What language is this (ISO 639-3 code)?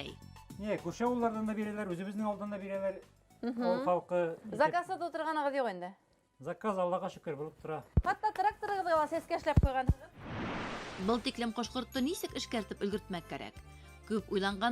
bak